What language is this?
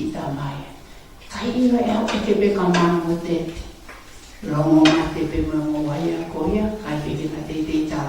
Tongan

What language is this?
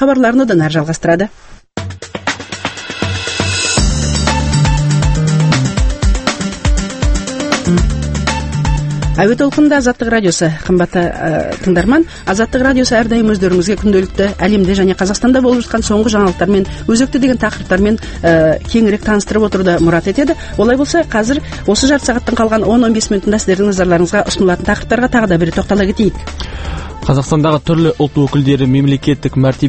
Kazakh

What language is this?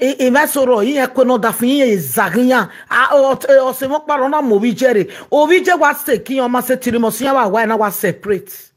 Nigerian Pidgin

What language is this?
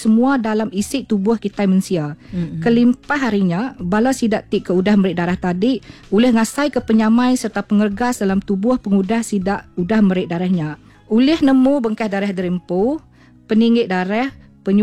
Iban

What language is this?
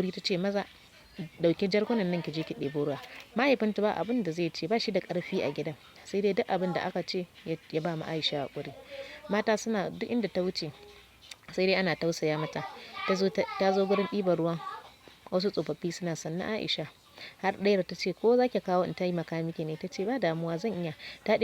Hausa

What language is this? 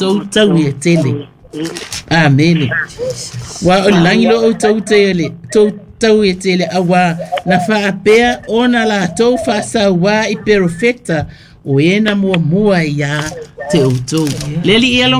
Samoan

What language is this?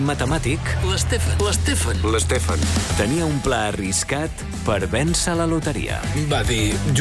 Catalan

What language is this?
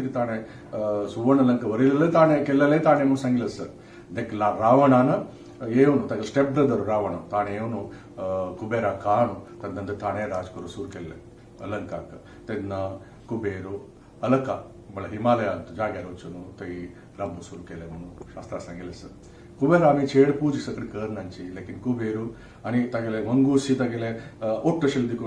Konkani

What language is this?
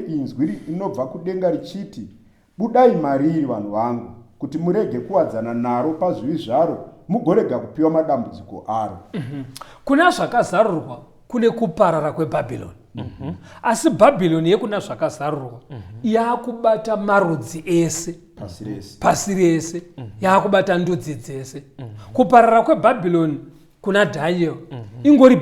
Shona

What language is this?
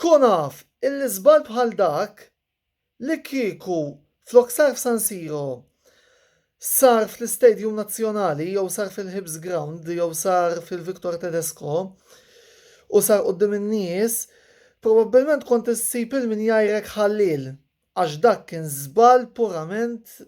Maltese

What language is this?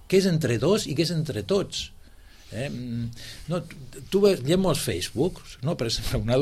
Catalan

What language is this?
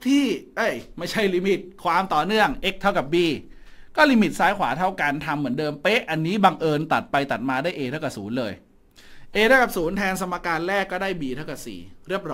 Thai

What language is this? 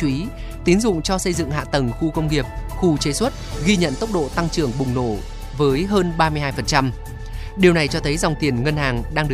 Vietnamese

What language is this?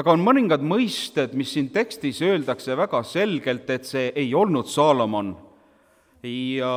Estonian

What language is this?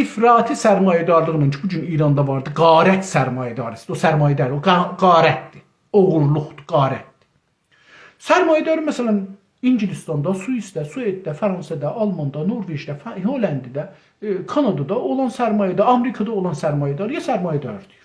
South Azerbaijani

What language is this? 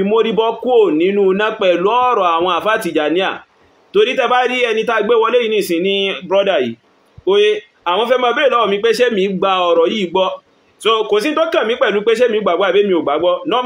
Yoruba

